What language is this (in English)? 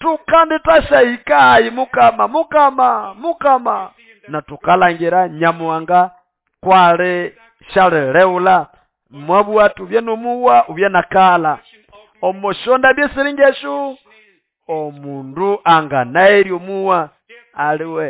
Nande